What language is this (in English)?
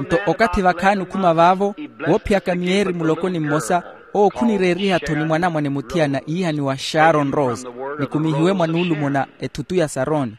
Makhuwa